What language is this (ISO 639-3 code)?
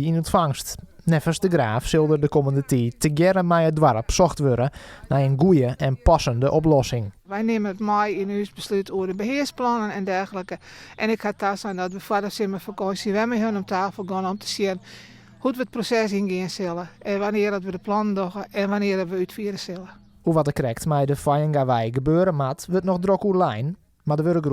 fry